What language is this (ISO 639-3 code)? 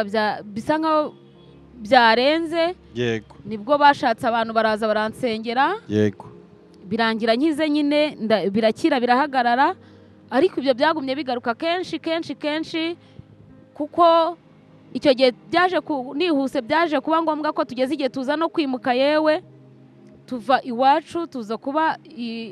kin